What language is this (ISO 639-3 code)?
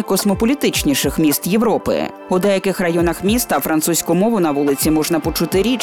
ukr